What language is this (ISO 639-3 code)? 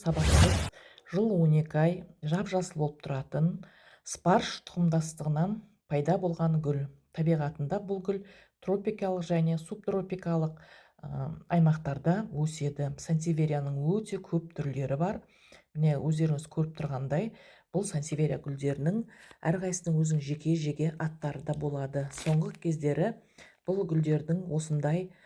kaz